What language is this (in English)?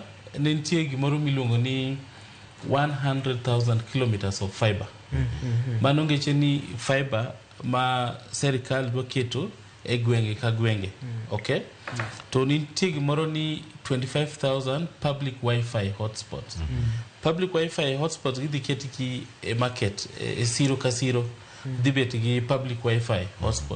Luo (Kenya and Tanzania)